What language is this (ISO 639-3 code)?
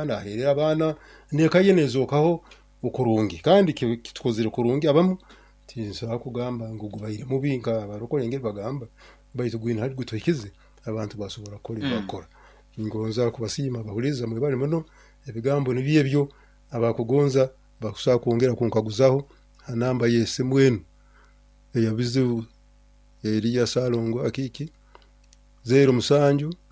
nyo